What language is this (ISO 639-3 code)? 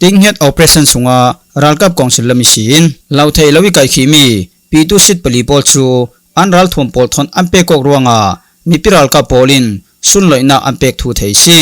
cfm